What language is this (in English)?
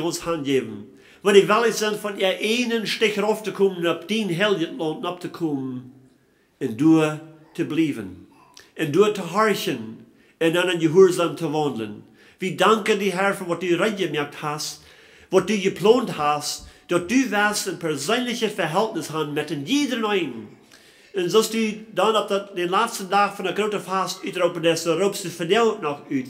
Plautdietsch